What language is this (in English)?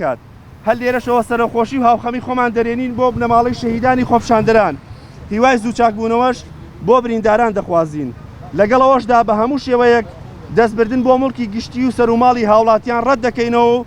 Central Kurdish